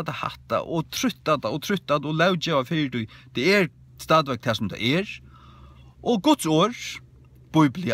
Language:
Faroese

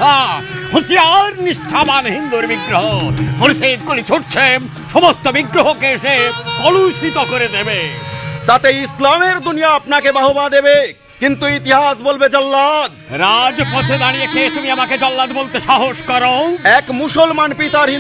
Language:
Bangla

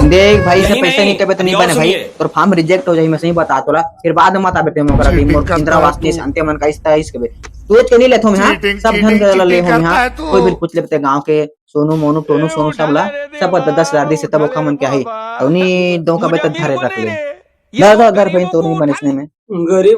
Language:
Chhattisgarhi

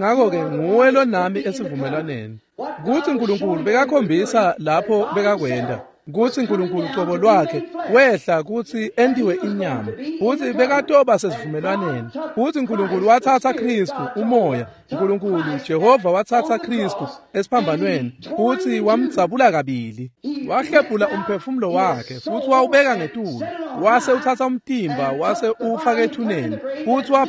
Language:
Swati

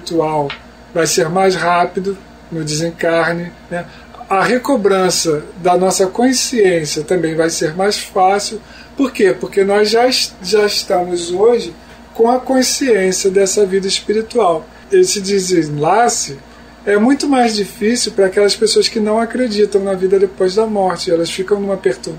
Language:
Portuguese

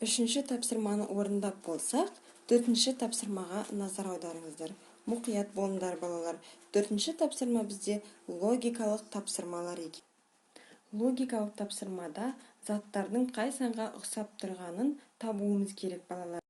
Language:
Kazakh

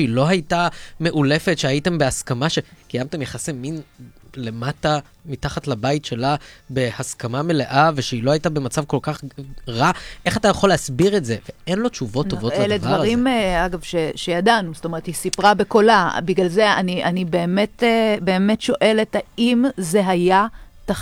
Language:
Hebrew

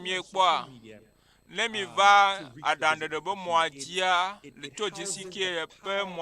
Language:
Ewe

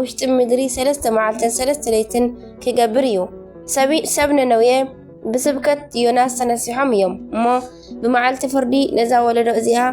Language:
Tigrinya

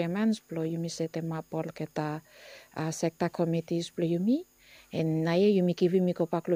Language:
Bislama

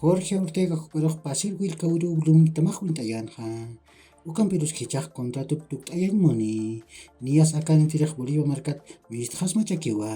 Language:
Aymara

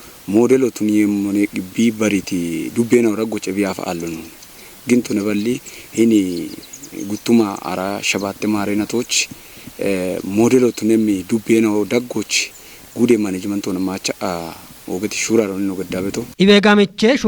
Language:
Kafa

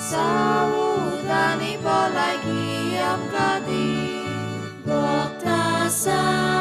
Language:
Konkani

